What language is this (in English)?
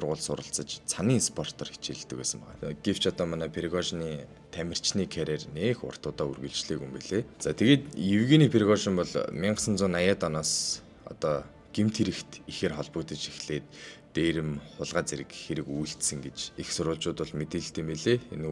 Mongolian